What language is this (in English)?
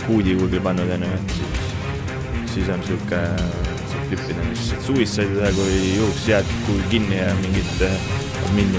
Estonian